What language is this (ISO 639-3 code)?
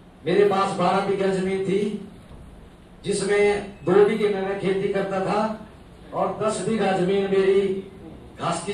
hin